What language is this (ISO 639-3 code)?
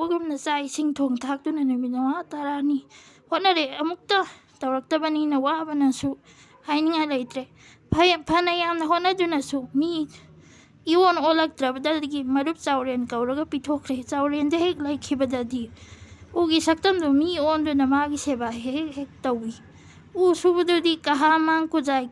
mni